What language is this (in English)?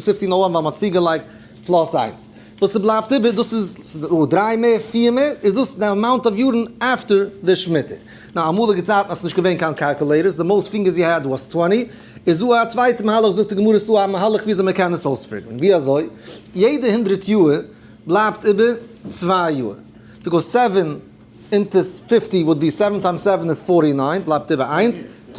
Yiddish